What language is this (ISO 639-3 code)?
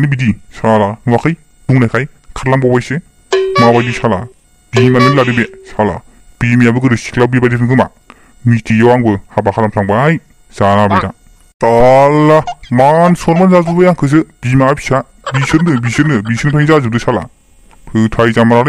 brx